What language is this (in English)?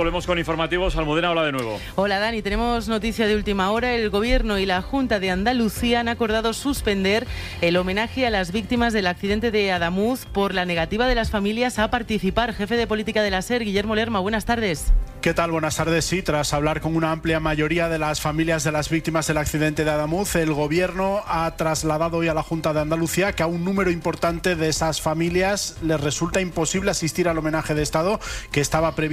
Spanish